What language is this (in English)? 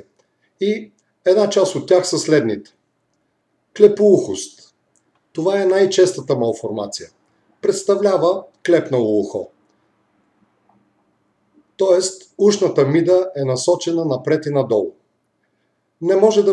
Bulgarian